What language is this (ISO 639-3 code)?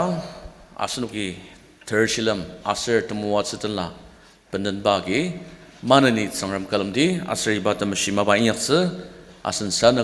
njo